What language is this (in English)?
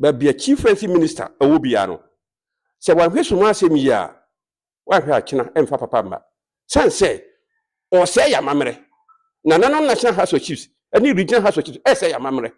Akan